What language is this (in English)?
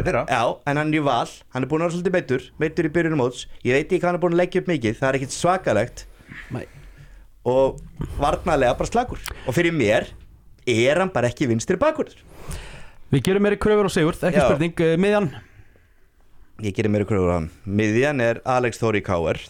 Icelandic